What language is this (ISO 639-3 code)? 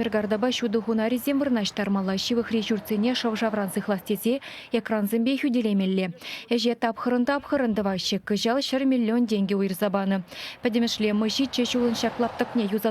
chv